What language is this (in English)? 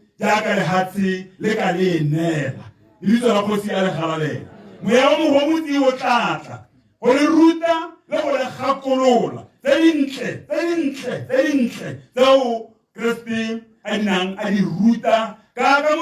Tswana